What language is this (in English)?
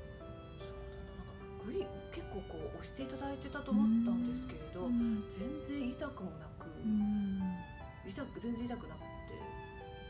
Japanese